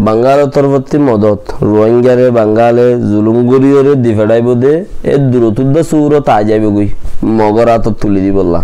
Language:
Rohingya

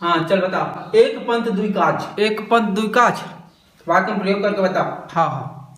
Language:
Chhattisgarhi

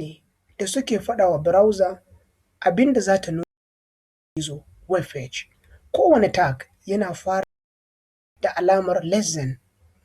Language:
Hausa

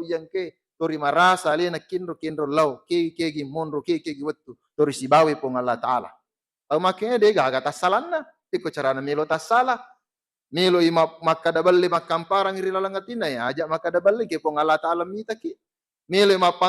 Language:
Buginese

